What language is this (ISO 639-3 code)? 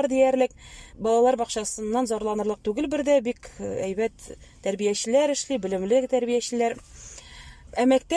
tat